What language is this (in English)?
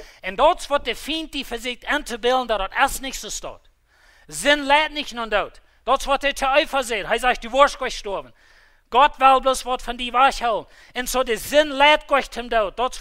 Plautdietsch